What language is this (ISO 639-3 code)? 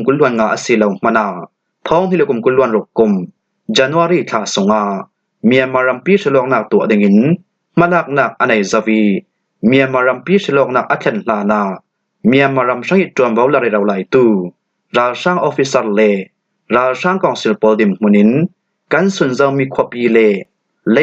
cfm